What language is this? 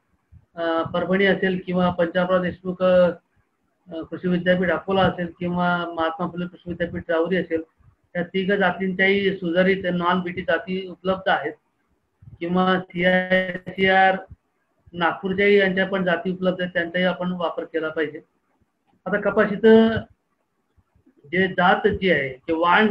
Marathi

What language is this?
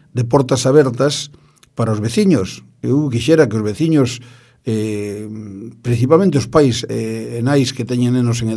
Galician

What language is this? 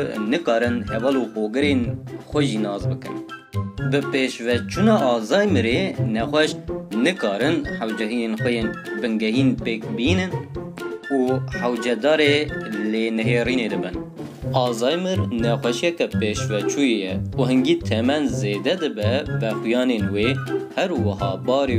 Kurdish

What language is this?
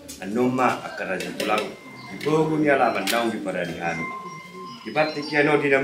Batak Toba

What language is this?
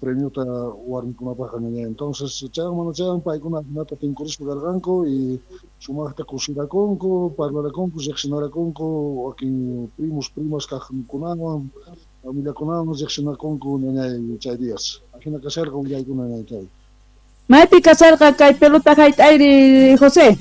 Quechua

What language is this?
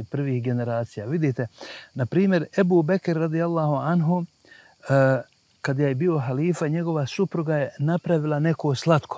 Bosnian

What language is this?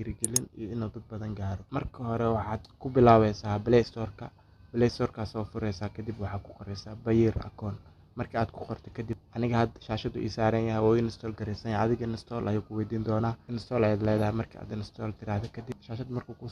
Somali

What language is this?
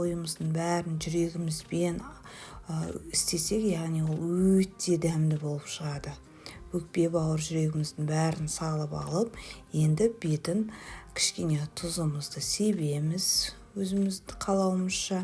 Kazakh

